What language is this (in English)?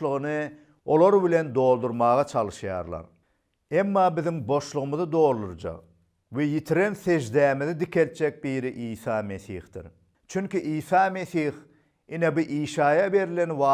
Turkmen